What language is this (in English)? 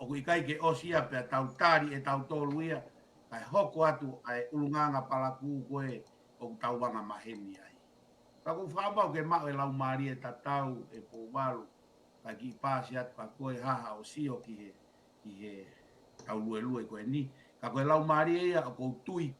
Tongan